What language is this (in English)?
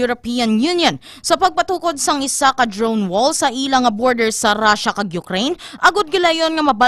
Hiligaynon